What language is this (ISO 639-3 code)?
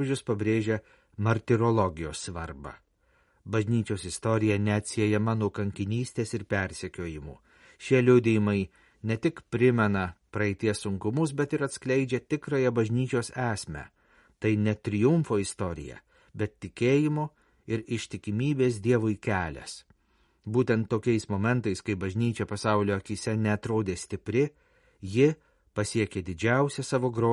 lit